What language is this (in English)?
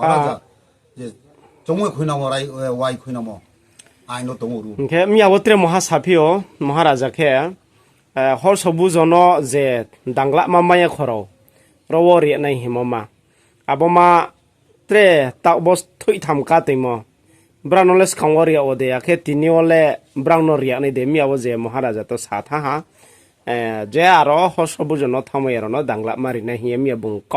Riang (India)